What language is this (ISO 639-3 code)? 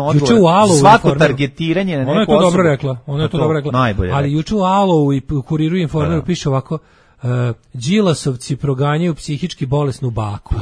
srp